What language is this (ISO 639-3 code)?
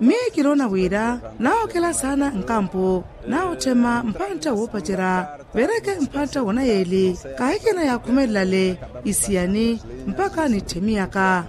vmw